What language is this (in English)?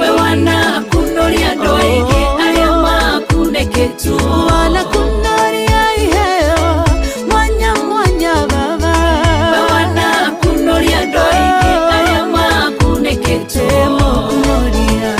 Kikuyu